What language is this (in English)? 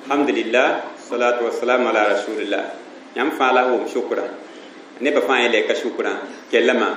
Mossi